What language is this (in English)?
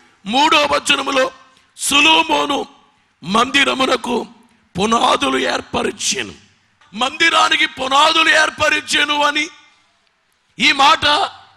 Telugu